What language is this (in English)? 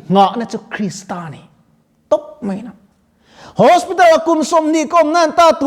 Mizo